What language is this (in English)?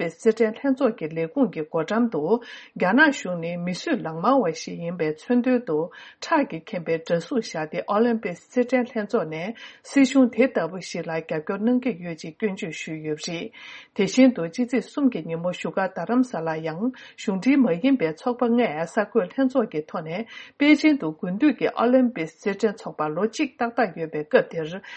Tibetan